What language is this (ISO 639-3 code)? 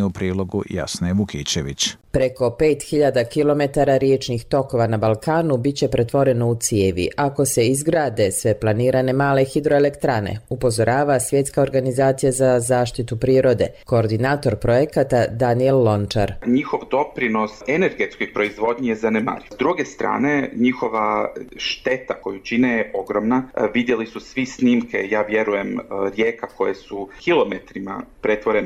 bos